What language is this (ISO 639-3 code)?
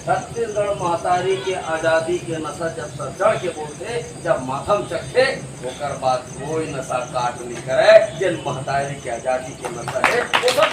hne